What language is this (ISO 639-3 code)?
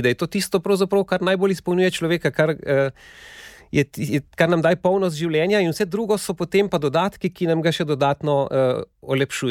slv